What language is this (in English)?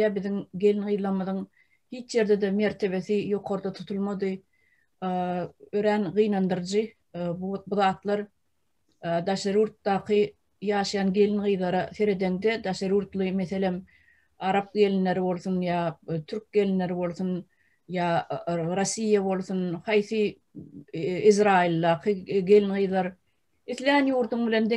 Turkmen